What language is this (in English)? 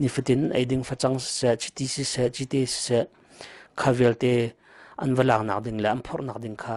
Hakha Chin